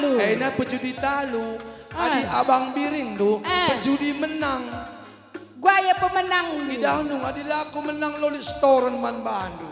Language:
Batak Karo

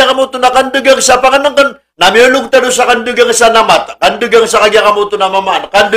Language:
Maranao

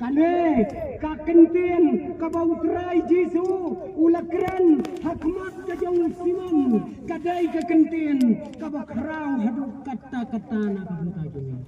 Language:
Khasi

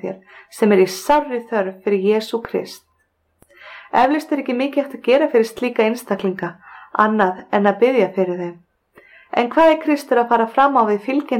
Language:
Icelandic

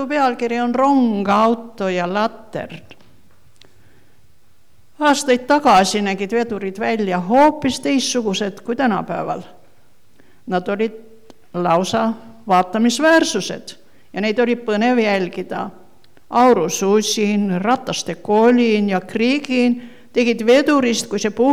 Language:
Estonian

